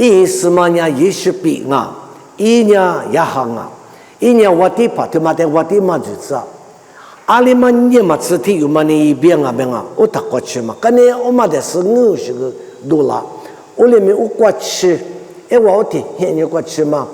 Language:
Lisu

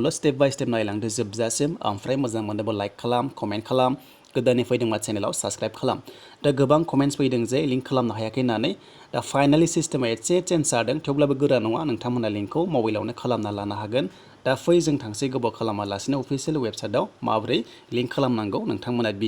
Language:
Bodo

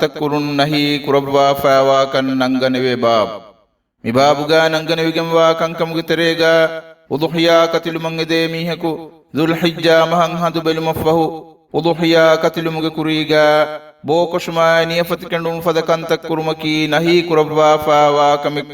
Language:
Divehi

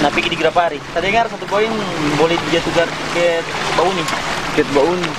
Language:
Manado Malay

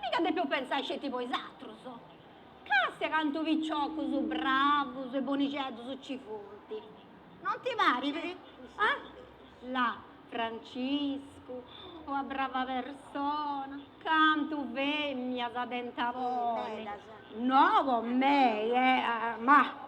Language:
Sardinian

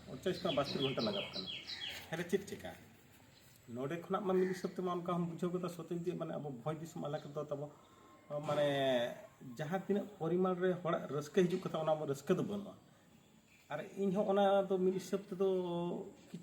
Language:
Santali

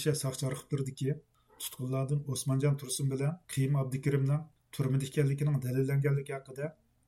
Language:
Uyghur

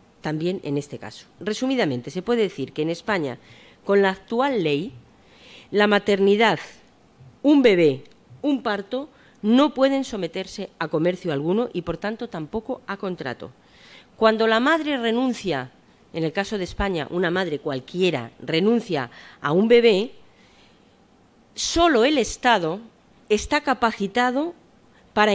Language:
Spanish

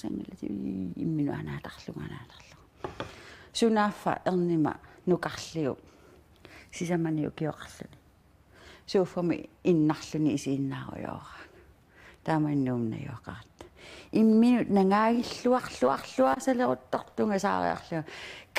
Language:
Kalaallisut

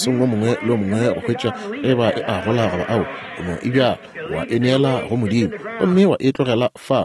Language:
Northern Sotho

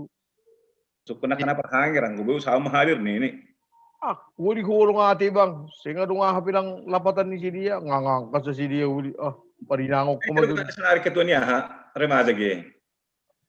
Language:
Batak Simalungun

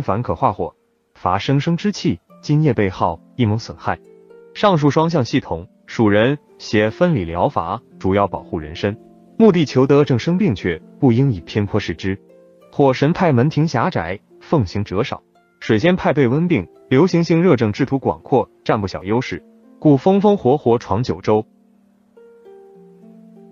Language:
Chinese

